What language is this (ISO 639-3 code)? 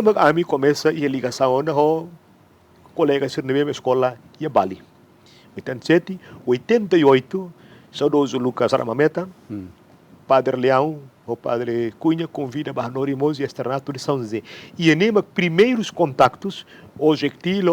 tet